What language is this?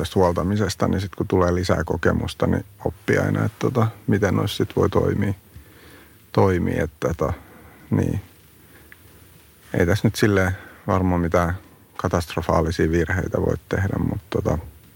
Finnish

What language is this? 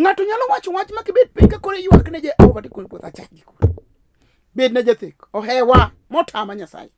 Luo (Kenya and Tanzania)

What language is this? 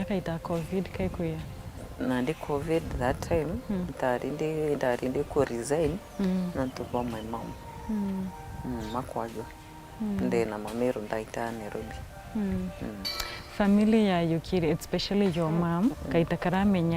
Meru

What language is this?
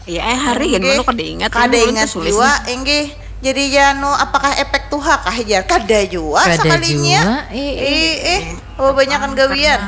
Banjar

